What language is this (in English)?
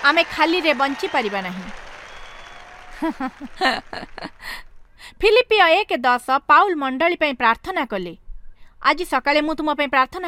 Odia